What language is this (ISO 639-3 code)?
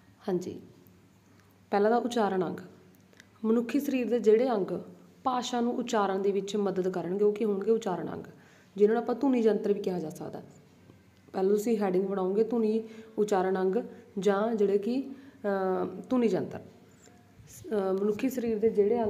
pan